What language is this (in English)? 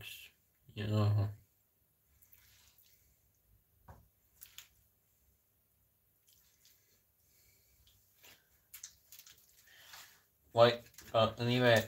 Finnish